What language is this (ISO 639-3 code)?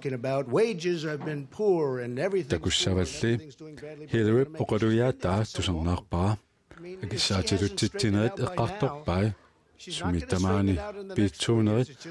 kal